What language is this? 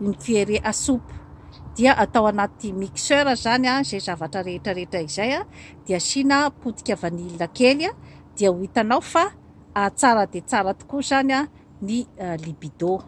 Malagasy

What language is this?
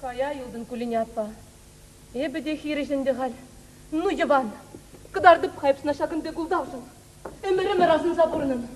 Chuvash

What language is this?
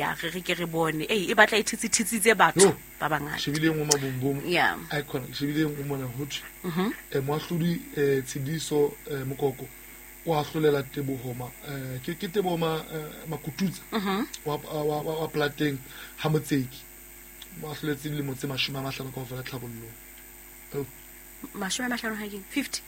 Southern Sotho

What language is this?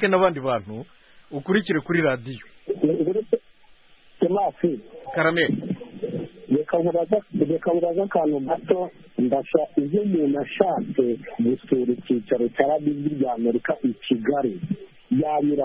Kinyarwanda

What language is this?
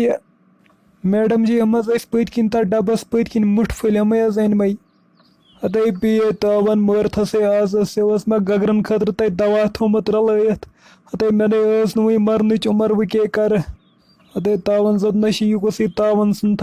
Kashmiri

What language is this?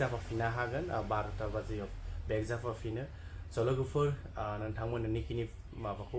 Bodo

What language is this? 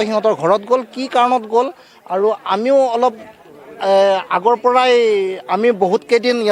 Assamese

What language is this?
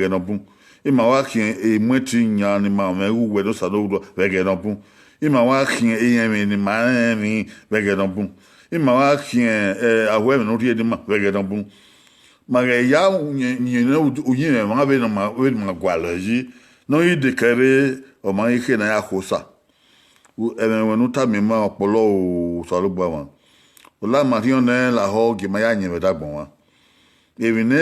Bini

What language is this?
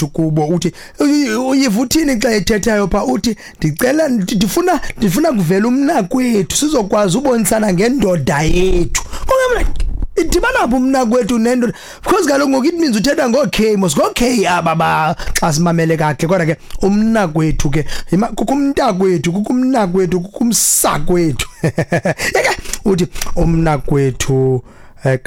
Xhosa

